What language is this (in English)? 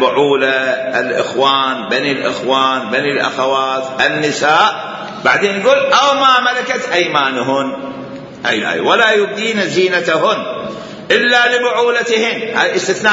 Mesopotamian Arabic